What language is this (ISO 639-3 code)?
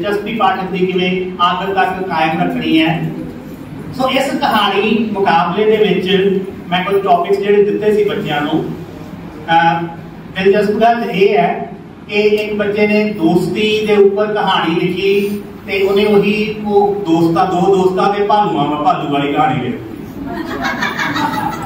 pan